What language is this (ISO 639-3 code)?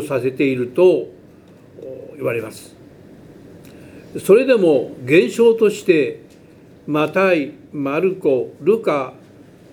jpn